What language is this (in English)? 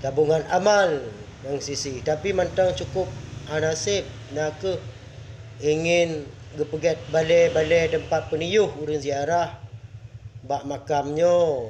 Achinese